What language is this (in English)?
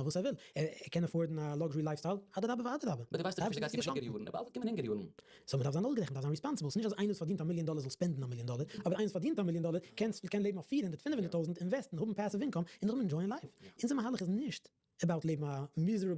Yiddish